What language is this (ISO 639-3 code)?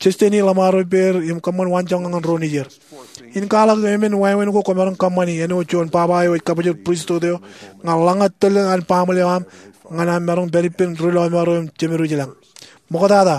mah